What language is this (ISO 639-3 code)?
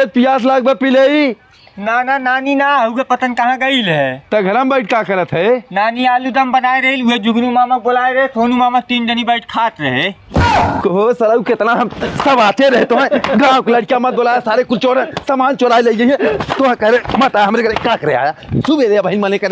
awa